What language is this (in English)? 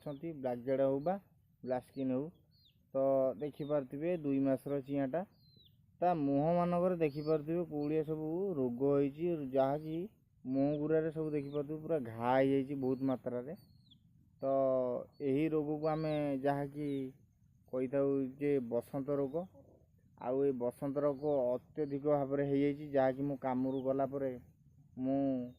Odia